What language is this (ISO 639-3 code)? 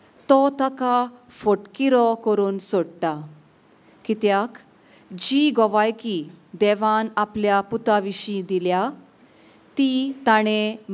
kok